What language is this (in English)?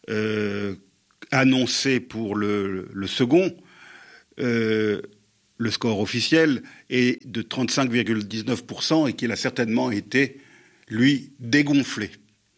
French